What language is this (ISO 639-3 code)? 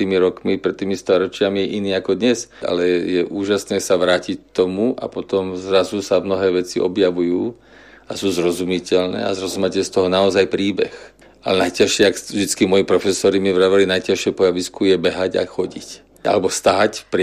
slk